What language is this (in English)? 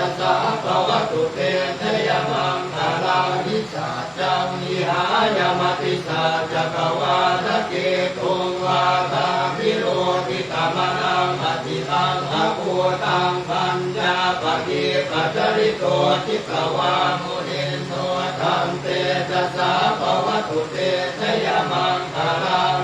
Pali